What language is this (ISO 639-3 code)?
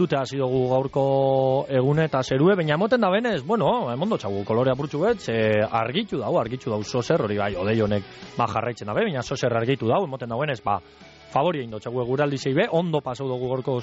eus